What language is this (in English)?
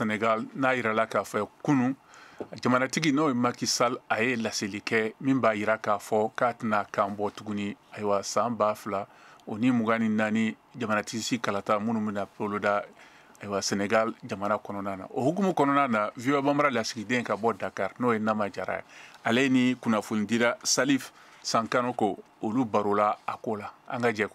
Bambara